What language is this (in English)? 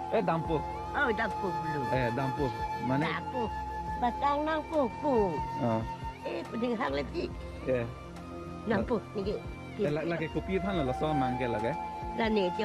Karbi